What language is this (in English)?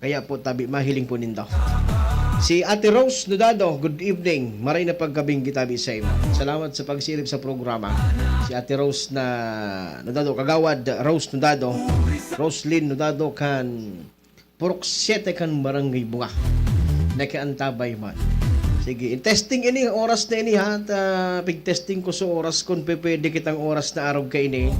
Bikol